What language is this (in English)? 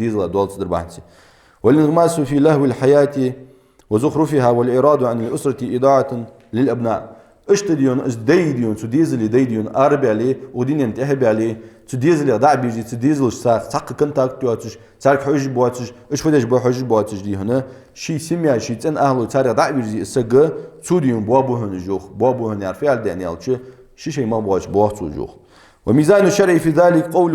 Ingush